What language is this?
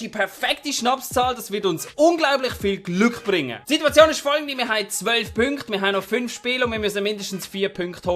Swiss German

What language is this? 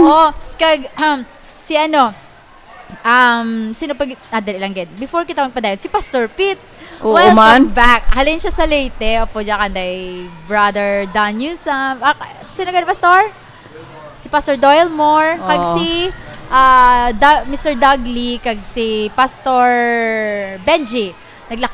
Hiligaynon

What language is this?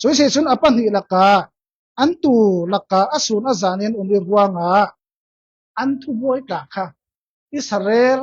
Falam Chin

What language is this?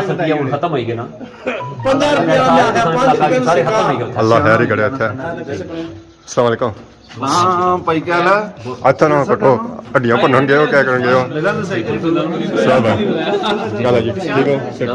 Pahari-Potwari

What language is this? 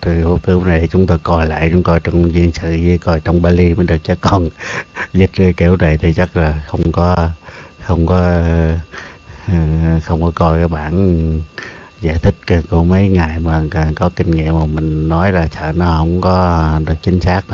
Vietnamese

